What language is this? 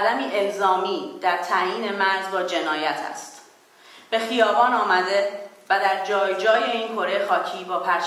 Persian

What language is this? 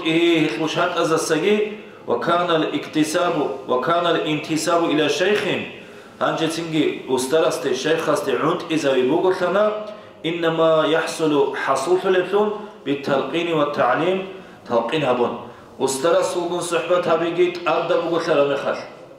Avaric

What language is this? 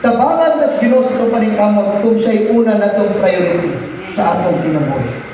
Cebuano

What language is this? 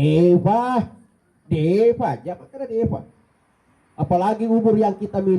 Buginese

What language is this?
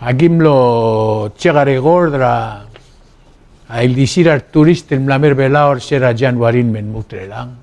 Palauan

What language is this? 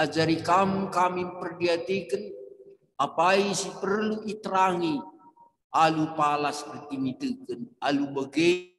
Batak Karo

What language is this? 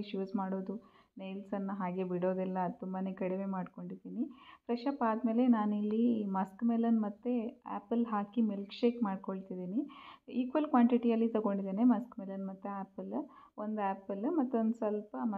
Kannada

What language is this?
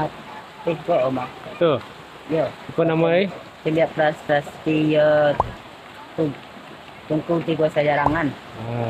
Minangkabau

